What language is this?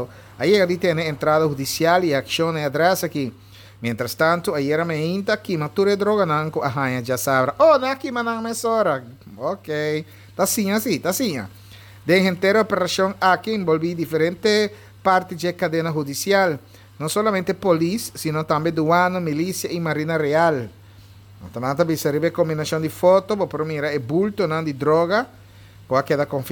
Papiamento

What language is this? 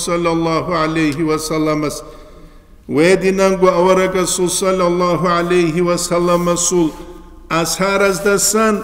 Avaric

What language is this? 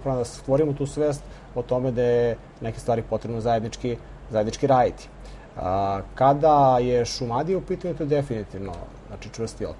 Serbian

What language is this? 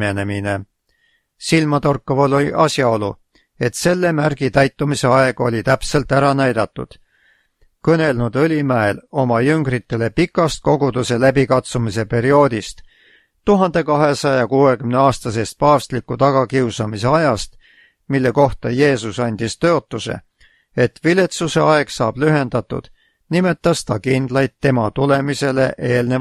Estonian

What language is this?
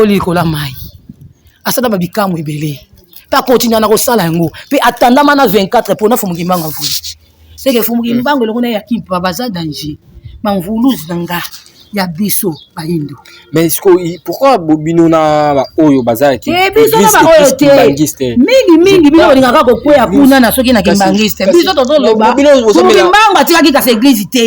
Lingala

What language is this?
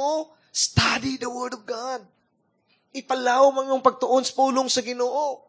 Cebuano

